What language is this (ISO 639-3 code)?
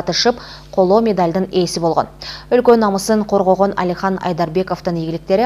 kir